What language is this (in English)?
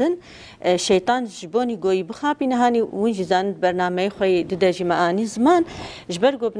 Kurdish